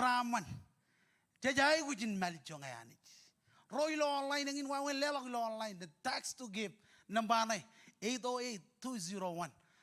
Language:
Marshallese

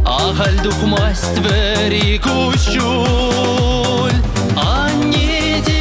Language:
Chuvash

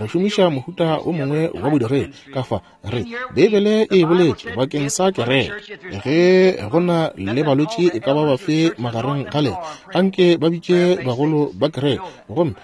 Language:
Northern Sotho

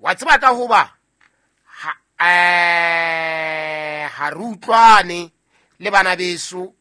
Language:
Southern Sotho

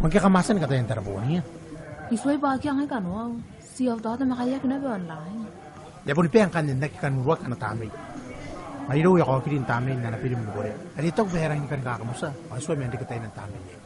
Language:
Gilbertese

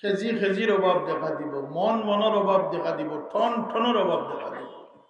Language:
Sylheti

